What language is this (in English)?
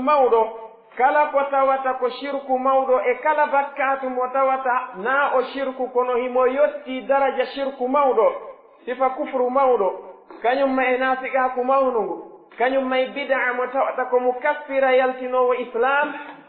Pular